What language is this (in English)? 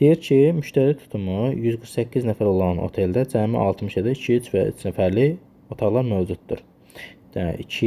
Azerbaijani